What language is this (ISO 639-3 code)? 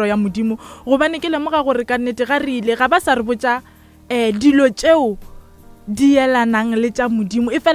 nso